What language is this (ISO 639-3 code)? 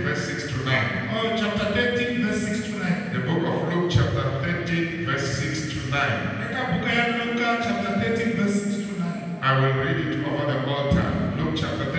tso